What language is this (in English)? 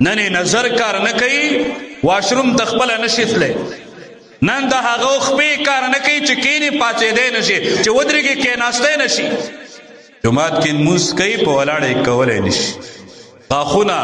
Pashto